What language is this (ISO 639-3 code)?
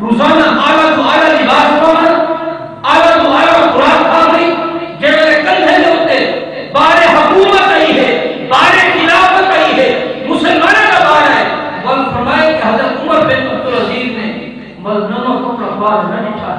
skr